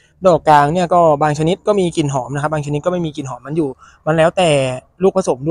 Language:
Thai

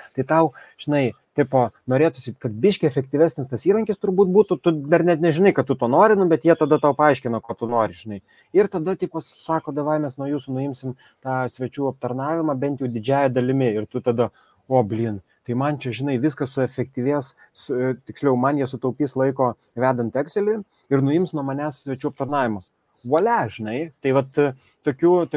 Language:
Lithuanian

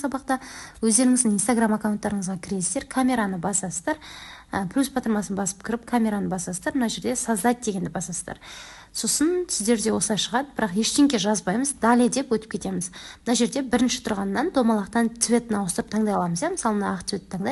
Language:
Kazakh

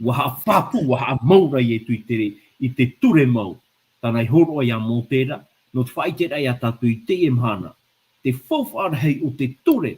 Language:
Tahitian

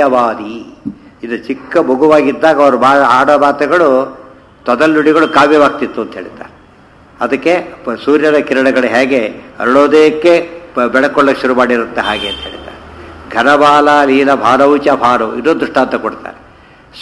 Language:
Kannada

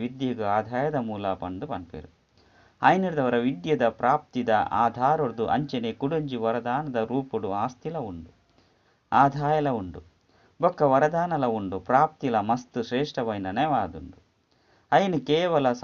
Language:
Tulu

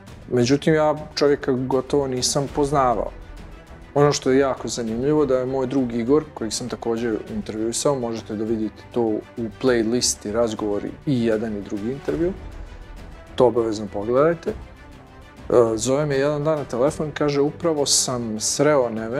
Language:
Bosnian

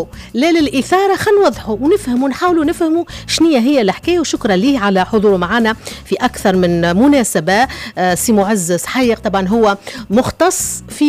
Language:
Tunisian Arabic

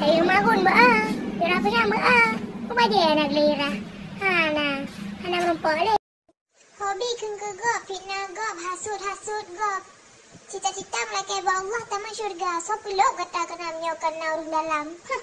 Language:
Achinese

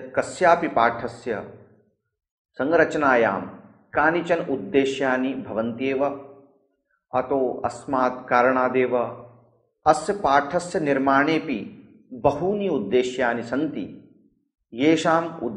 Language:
Sanskrit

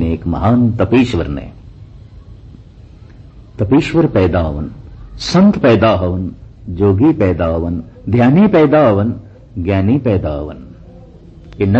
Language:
Punjabi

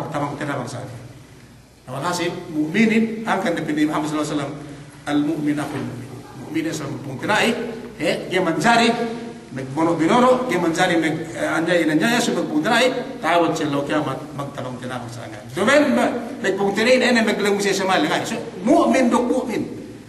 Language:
Yakan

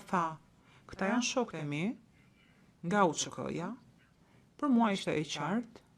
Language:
Albanian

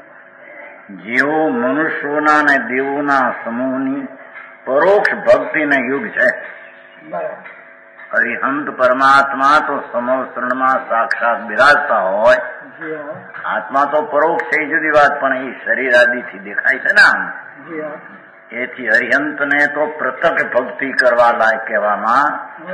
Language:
Gujarati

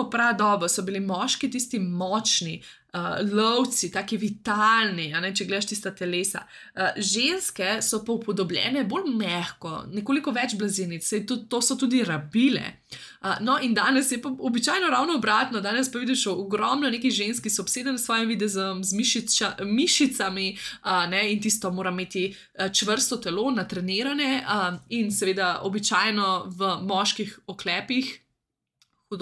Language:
Slovenian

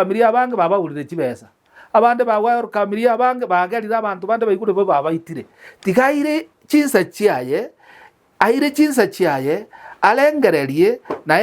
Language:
Gusii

